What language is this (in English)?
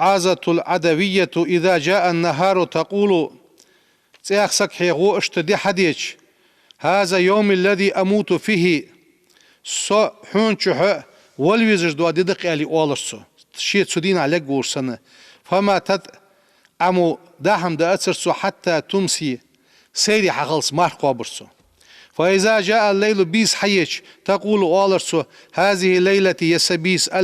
Ingush